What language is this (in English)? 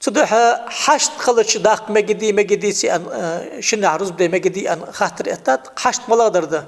Ingush